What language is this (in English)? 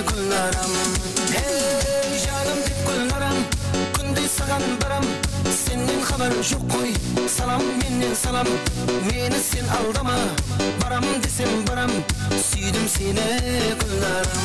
Kara-Kalpak